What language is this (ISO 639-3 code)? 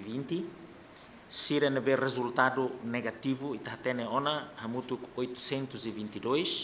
tet